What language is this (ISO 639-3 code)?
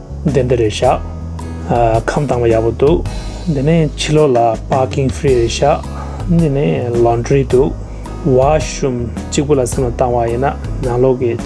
bod